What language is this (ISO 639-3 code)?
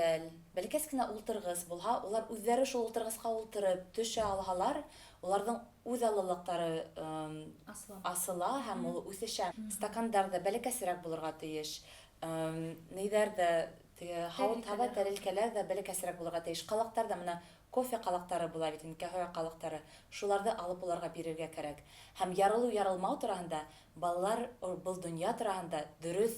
bak